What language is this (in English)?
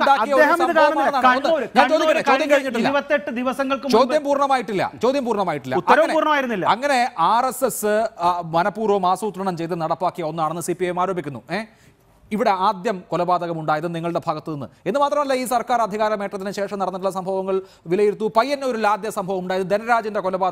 Malayalam